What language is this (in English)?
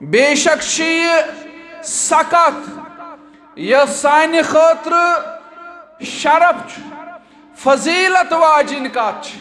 Kashmiri